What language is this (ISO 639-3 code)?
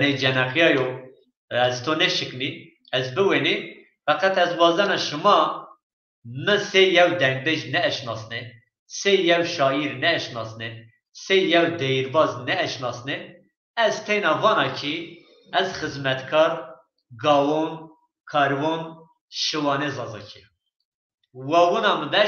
zza